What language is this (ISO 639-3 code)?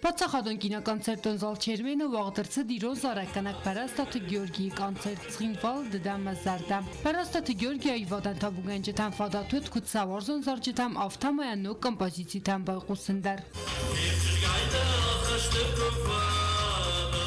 oss